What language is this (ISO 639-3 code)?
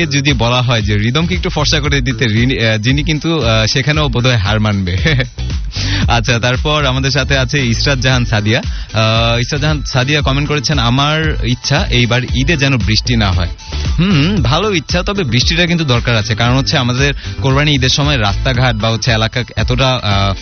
ben